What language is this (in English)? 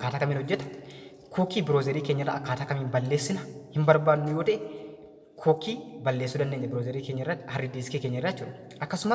Oromo